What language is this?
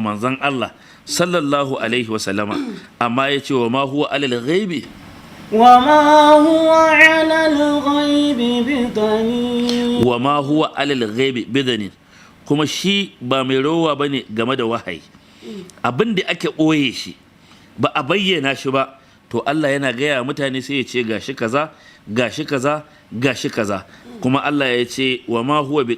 Hausa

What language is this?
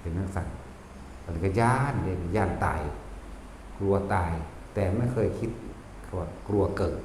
Northeastern Thai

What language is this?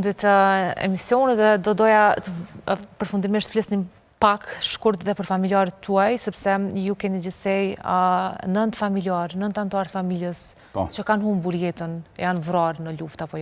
Albanian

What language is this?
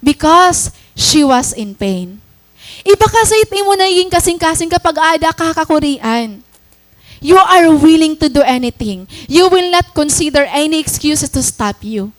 Waray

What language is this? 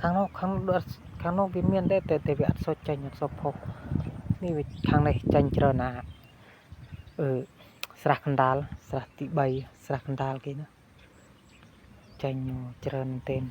Khmer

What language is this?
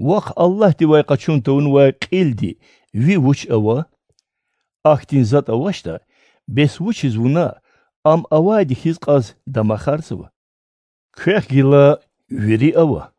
Lezghian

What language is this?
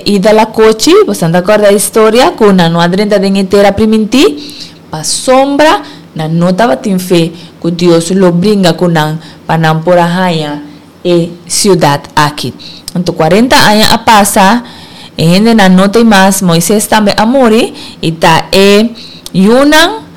Papiamento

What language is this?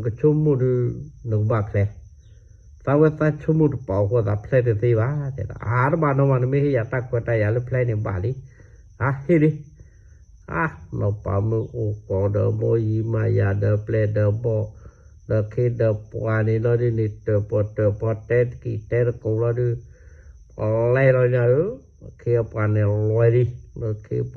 S'gaw Karen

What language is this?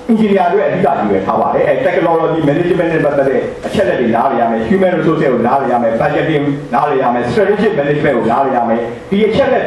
Burmese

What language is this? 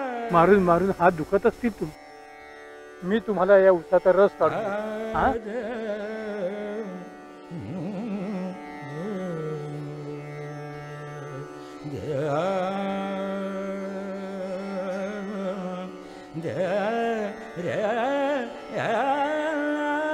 Marathi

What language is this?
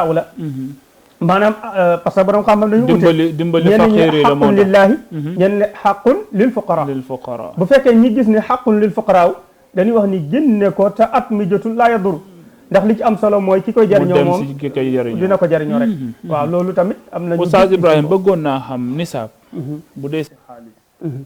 Wolof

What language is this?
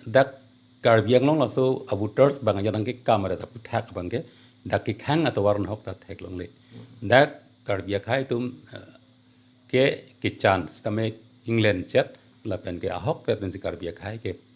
Karbi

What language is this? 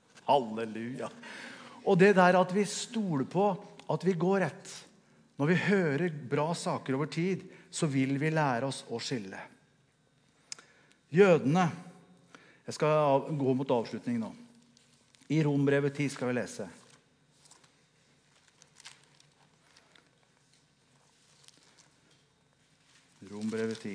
Norwegian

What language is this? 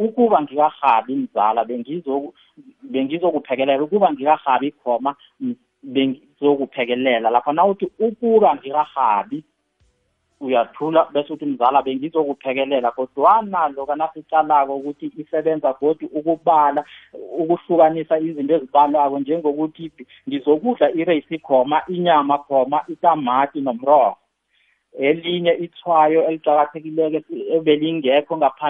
South Ndebele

